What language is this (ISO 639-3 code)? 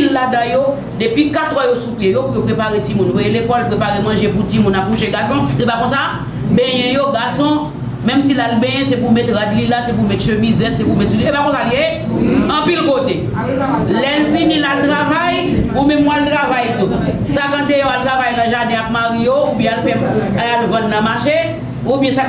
hat